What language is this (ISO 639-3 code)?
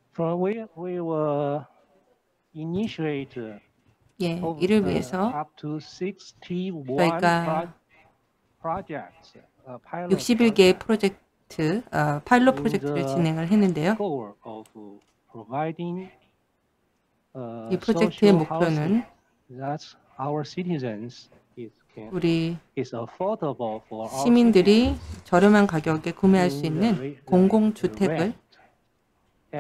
kor